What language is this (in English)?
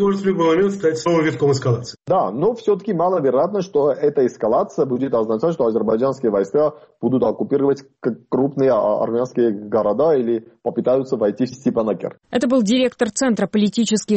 Russian